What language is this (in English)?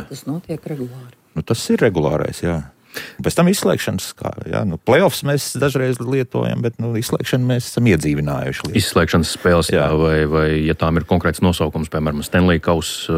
Latvian